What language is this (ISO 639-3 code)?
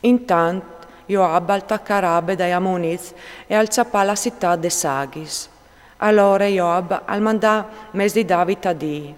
fur